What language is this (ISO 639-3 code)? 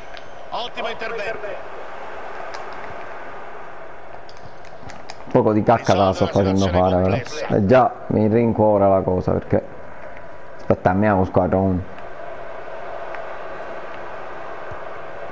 ita